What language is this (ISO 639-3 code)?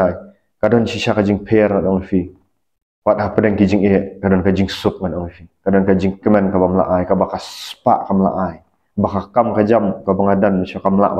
kha